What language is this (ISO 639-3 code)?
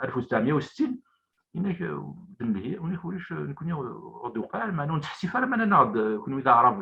kab